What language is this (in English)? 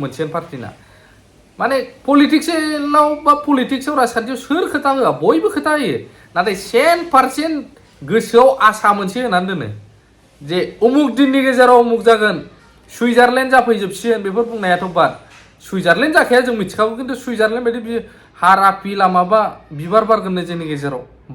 Bodo